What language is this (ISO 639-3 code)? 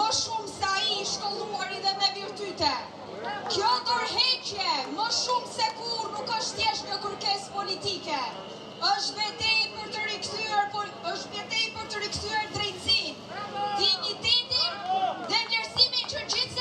sqi